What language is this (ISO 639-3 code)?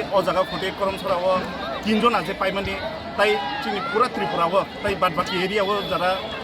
trp